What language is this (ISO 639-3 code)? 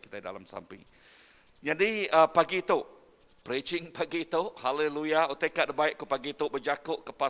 iba